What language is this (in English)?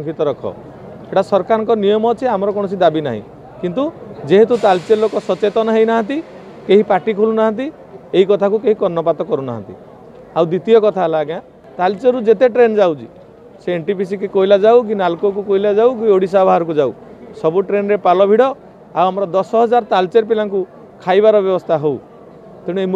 Odia